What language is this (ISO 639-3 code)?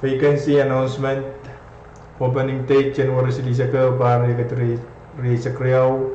pon